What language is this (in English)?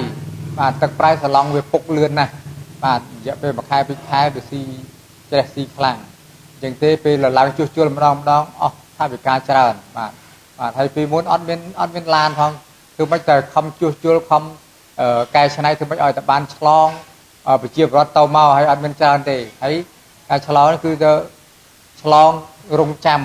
Khmer